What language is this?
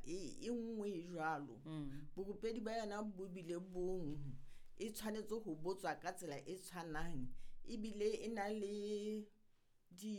Southern Sotho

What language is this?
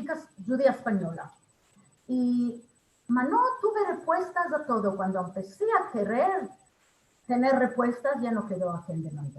Ladino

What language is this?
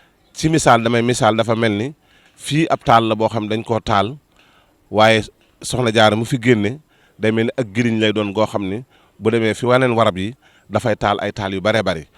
Wolof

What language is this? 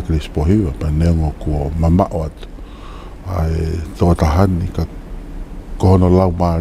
Tongan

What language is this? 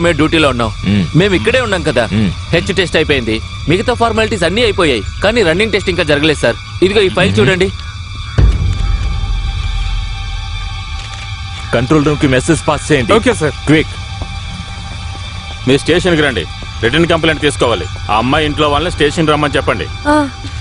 Telugu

